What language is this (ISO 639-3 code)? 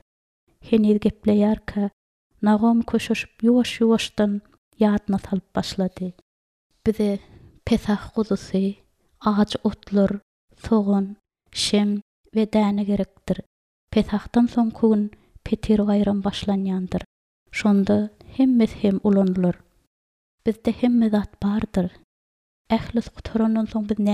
tuk